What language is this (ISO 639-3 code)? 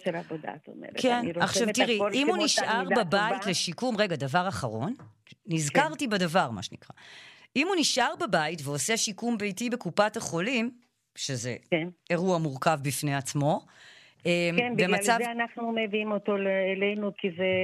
heb